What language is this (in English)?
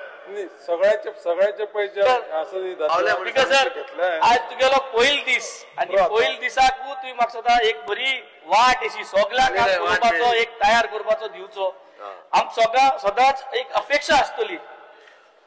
Konkani